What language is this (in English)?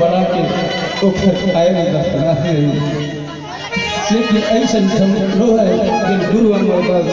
Chhattisgarhi